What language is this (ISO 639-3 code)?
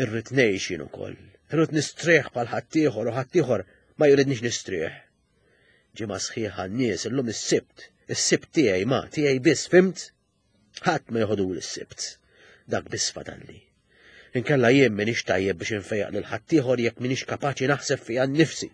mlt